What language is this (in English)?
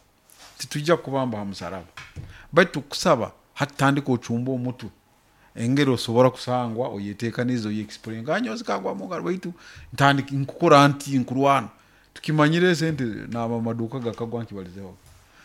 Nyoro